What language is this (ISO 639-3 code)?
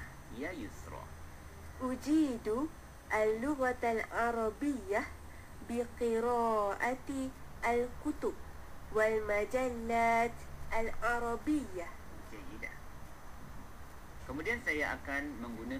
msa